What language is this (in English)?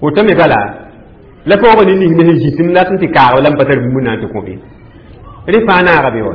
Mossi